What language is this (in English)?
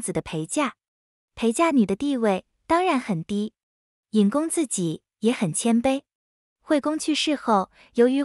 Chinese